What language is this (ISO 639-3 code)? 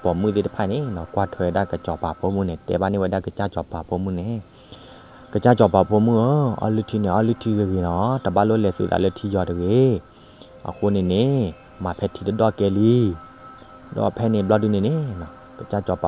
ksw